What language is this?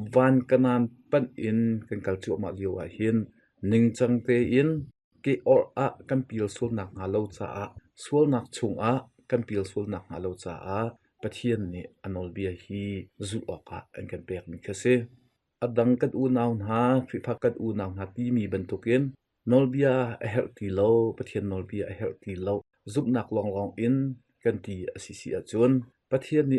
Hakha Chin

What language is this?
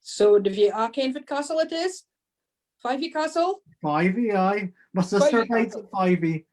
Scots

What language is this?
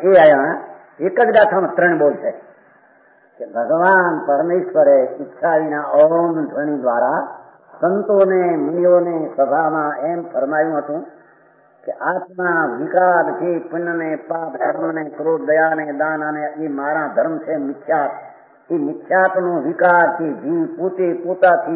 Gujarati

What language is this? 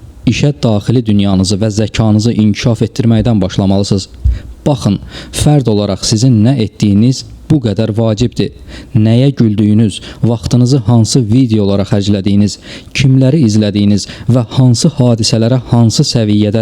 Azerbaijani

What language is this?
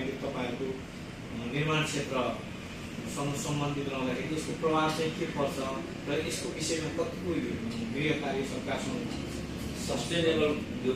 Nepali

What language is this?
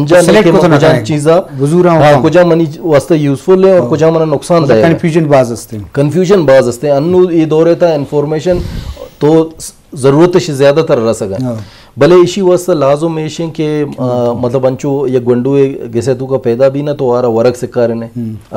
Eastern Balochi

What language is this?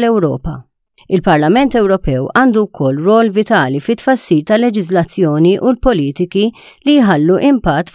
Maltese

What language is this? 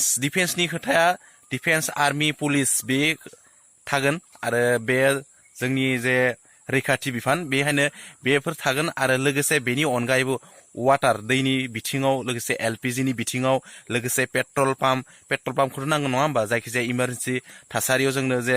Bodo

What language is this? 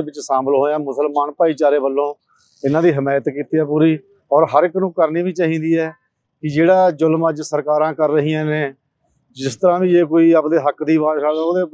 Punjabi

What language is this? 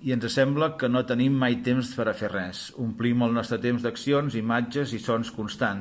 Catalan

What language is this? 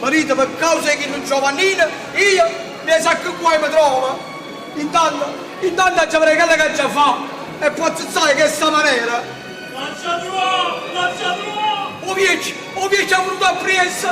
Neapolitan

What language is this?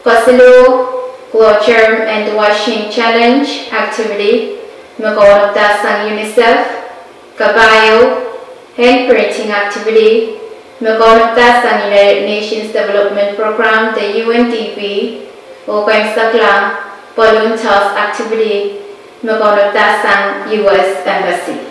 Pohnpeian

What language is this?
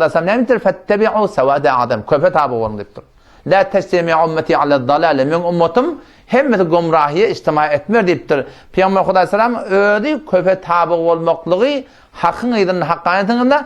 Turkmen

